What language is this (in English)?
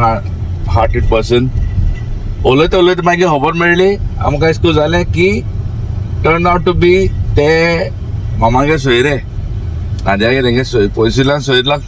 Konkani